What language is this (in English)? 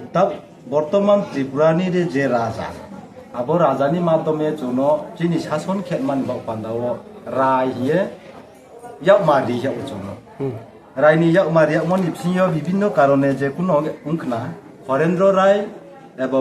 Riang (India)